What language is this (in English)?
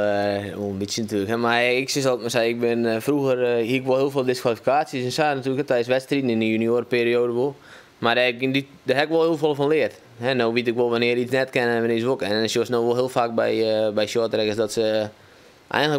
Western Frisian